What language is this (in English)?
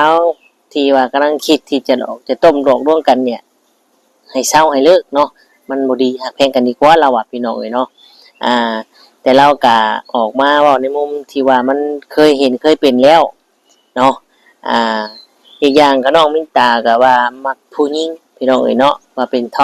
Northeastern Thai